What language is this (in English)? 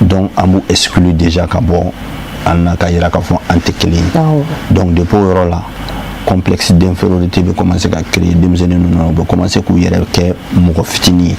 Bambara